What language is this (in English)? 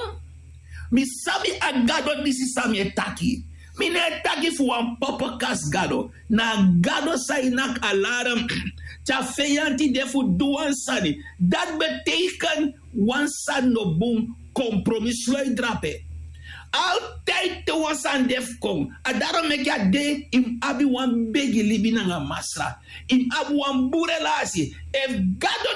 Sranan Tongo